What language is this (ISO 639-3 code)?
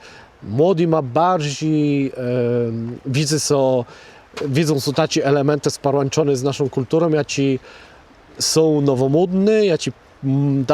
csb